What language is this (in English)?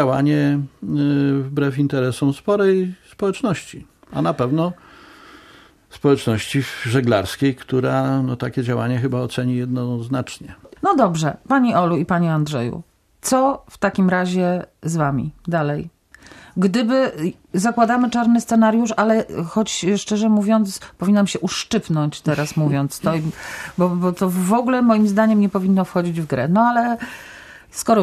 Polish